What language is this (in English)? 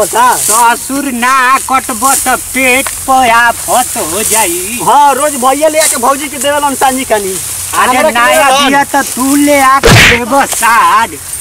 Bhojpuri